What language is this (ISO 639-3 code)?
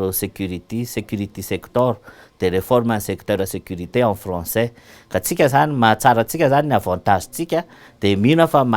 mlg